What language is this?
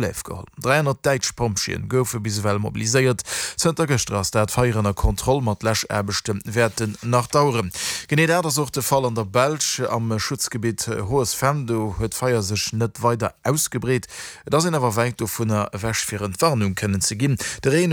Luxembourgish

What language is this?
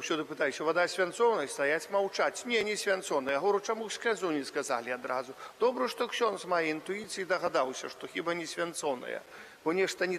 Belarusian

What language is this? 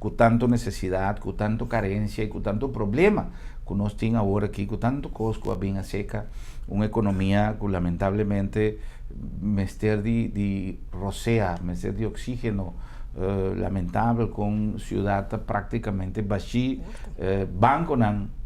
Papiamento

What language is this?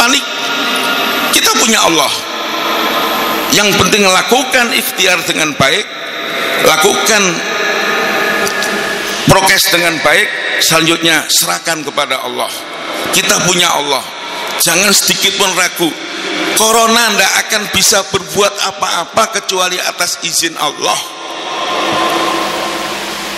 Indonesian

